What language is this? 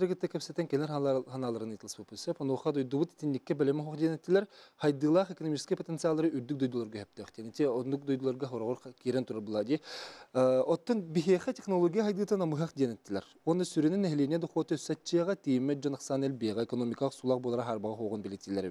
Yakut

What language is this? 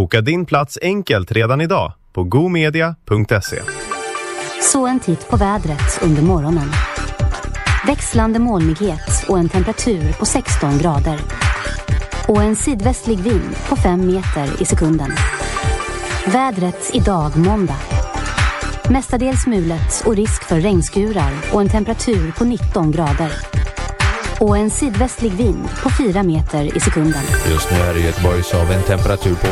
Swedish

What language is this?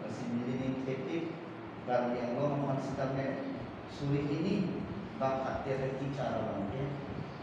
Karbi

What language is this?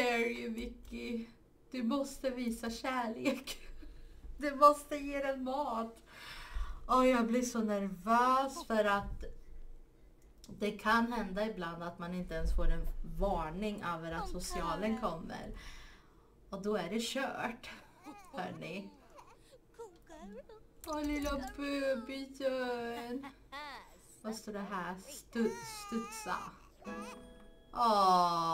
Swedish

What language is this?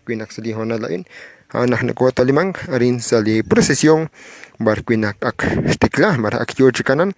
Kekchí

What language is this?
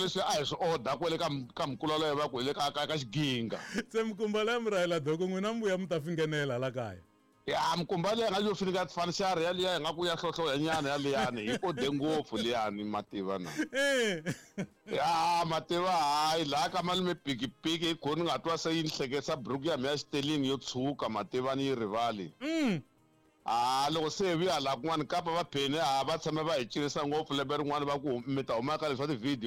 Tsonga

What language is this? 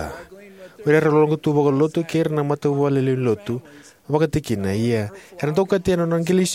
Fijian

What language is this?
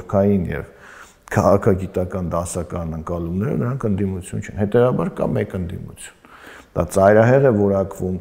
Armenian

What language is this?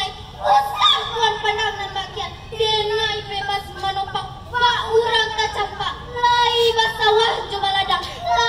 Minangkabau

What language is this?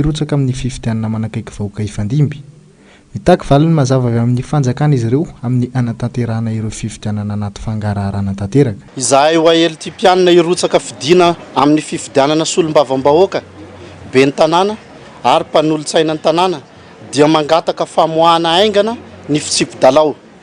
Malagasy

